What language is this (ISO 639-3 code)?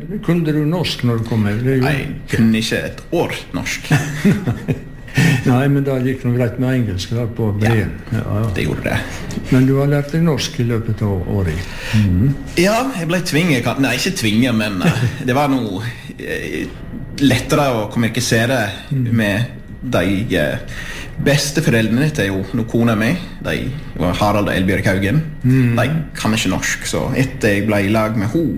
nor